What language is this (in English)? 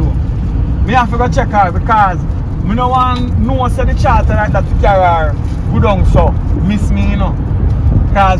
Jamaican Creole English